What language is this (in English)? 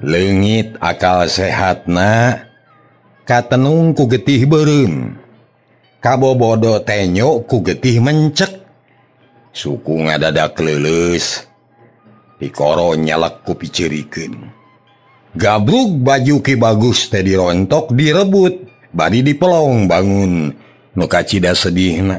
Sundanese